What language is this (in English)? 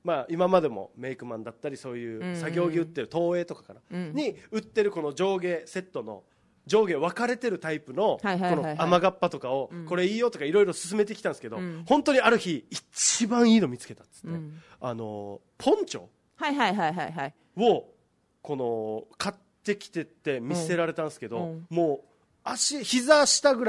Japanese